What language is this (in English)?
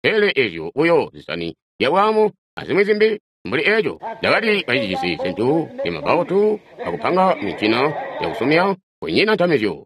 Tonga (Zambia)